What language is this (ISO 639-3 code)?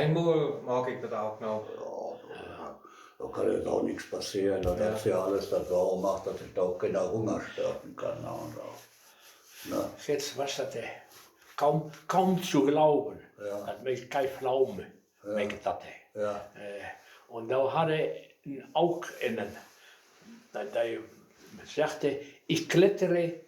wep